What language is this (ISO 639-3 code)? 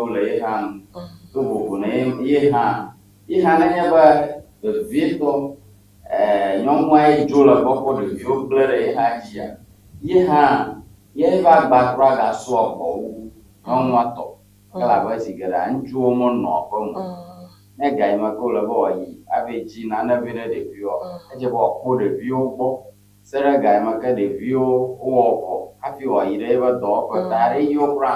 ewe